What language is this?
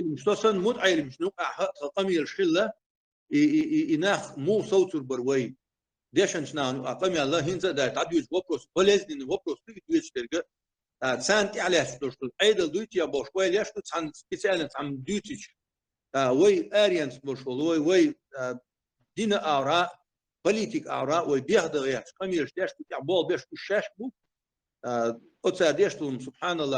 Chechen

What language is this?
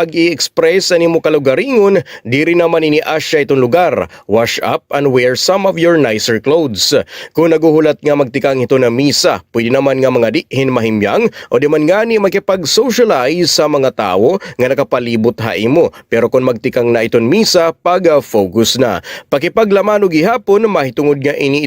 Waray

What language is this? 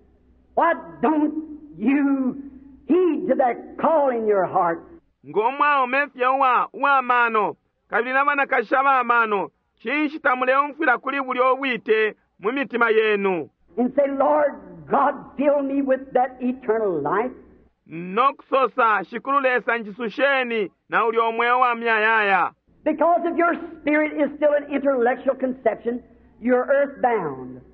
Bemba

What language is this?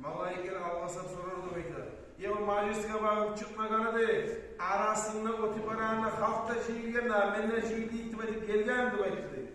Kumyk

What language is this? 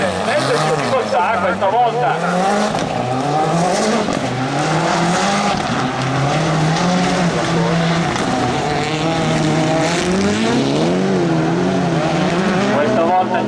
Italian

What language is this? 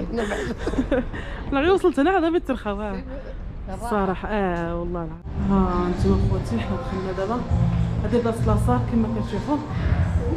Moroccan Arabic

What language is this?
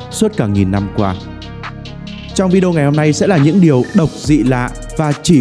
Vietnamese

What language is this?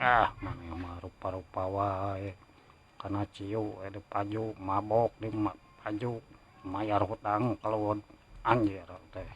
Sundanese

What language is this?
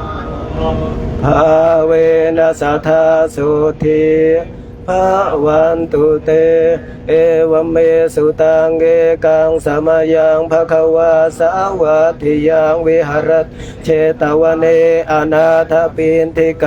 Pali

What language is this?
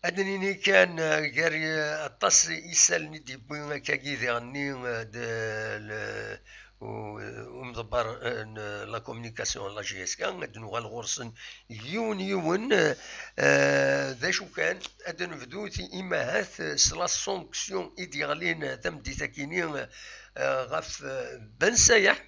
Kabyle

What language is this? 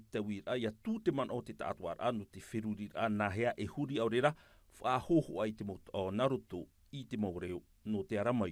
Tahitian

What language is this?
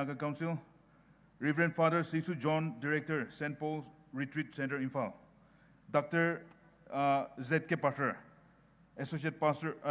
Poumei Naga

